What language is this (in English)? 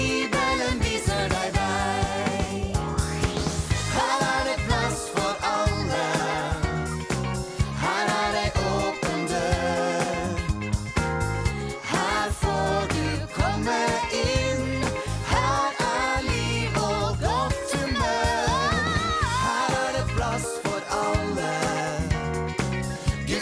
Norwegian